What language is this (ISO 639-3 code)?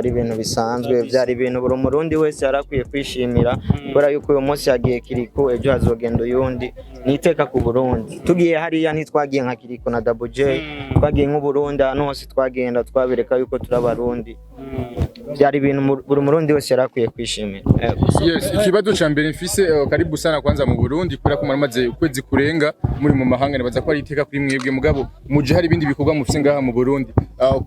run